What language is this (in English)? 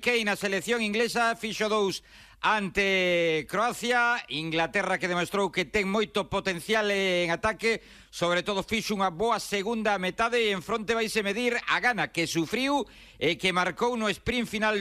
Galician